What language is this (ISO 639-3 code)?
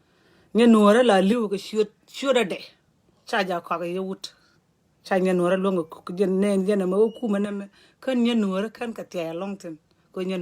nus